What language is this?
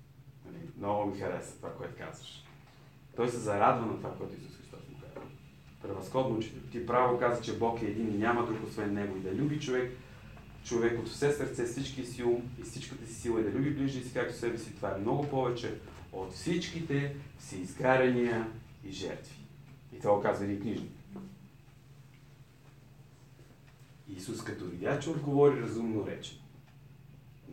Bulgarian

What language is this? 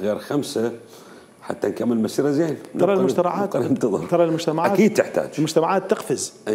Mesopotamian Arabic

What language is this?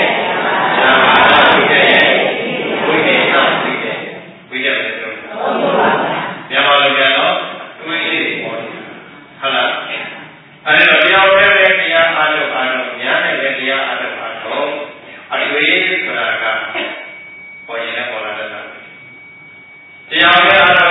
Burmese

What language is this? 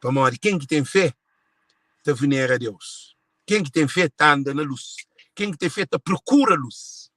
Kabuverdianu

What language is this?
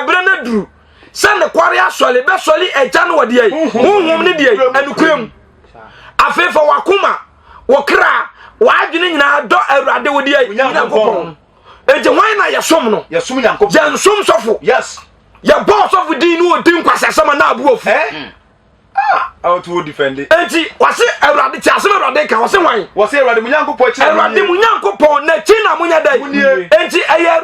Akan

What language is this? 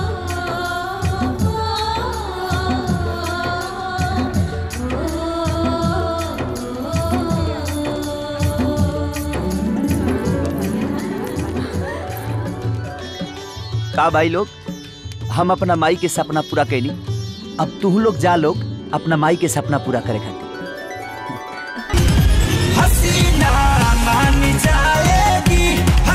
Bhojpuri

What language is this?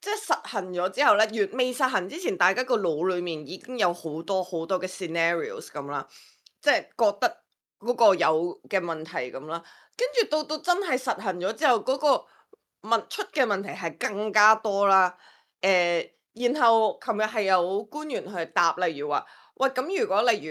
Cantonese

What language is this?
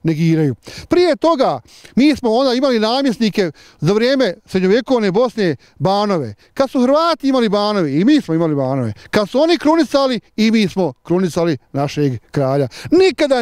Bosnian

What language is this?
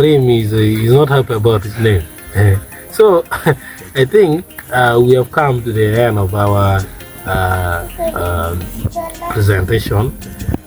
Acoli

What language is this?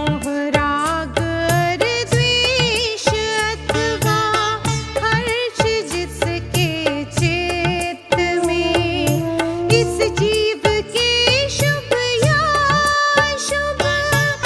Hindi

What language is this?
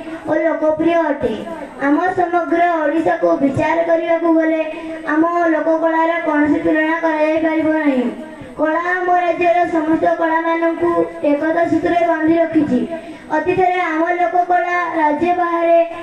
Odia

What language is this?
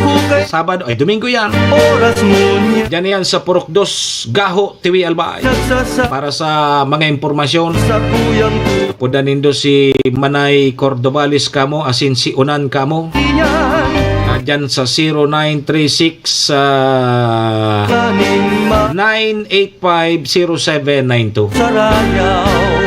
Bikol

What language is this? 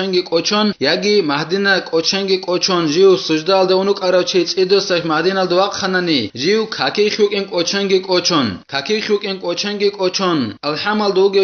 Avaric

